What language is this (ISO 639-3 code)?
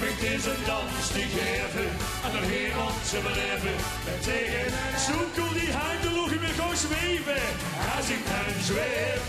lim